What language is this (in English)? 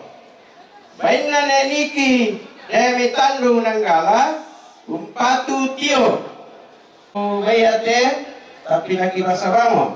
Toraja-Sa'dan